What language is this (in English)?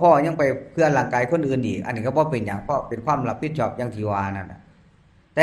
Northeastern Thai